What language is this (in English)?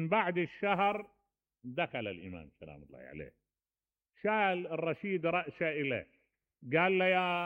Mesopotamian Arabic